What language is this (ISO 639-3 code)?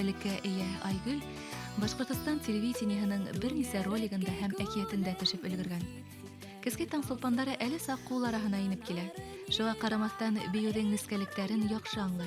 bak